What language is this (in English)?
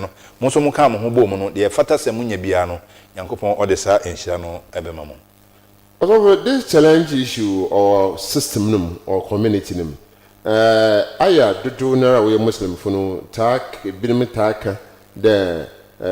Akan